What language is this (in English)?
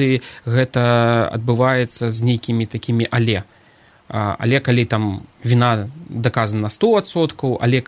Belarusian